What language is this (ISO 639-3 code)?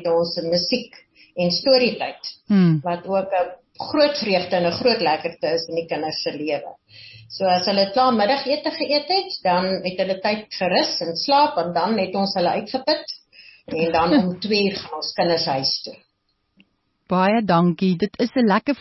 afr